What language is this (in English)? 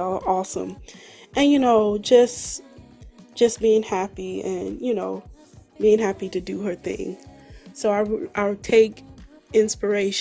English